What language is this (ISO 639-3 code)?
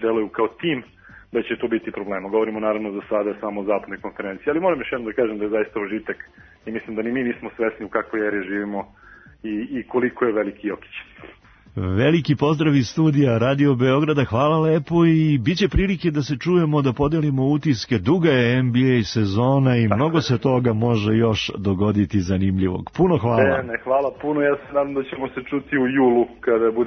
srp